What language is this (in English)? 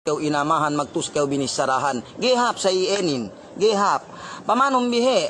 Yakan